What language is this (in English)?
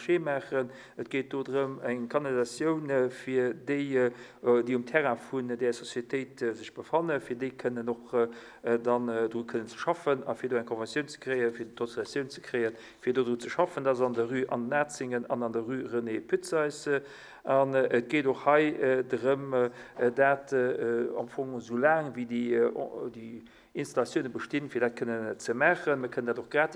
Luxembourgish